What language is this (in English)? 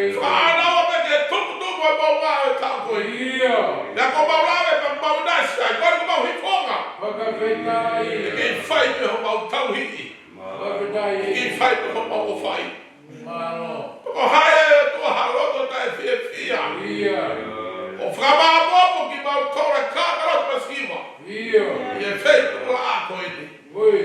Tongan